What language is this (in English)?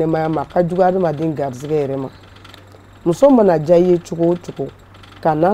Bambara